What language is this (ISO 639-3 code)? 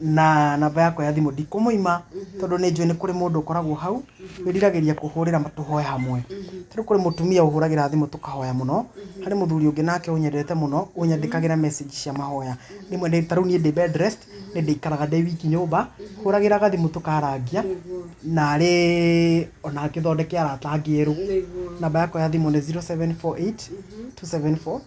kik